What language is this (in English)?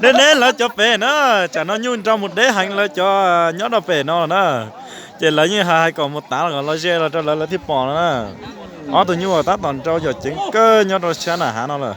Hmong